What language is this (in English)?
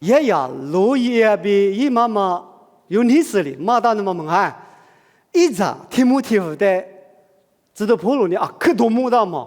Lisu